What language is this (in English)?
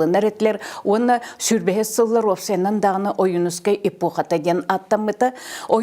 Yakut